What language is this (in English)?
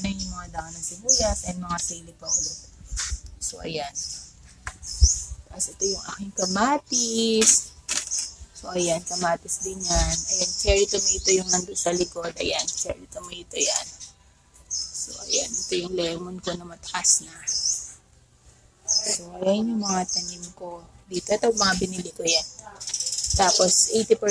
Filipino